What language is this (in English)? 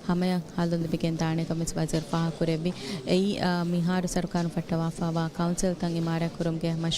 Divehi